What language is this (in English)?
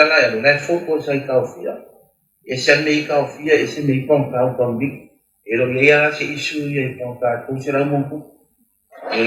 Samoan